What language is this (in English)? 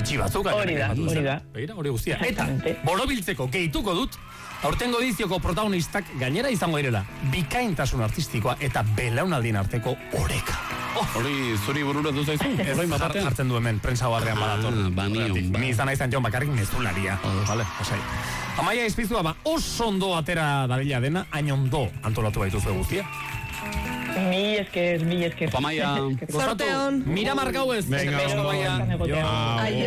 Basque